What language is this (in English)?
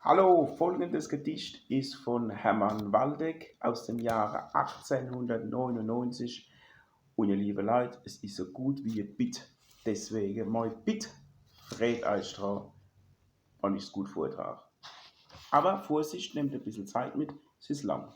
Palatine German